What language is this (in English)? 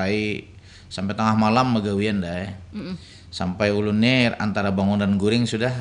Banjar